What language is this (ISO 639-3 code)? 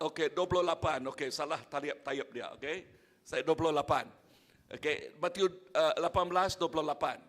iba